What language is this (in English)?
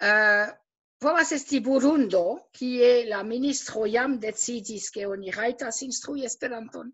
Esperanto